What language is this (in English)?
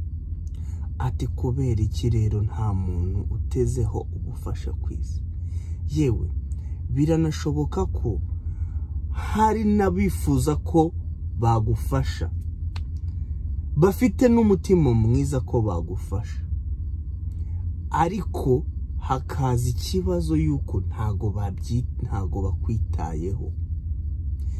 Kinyarwanda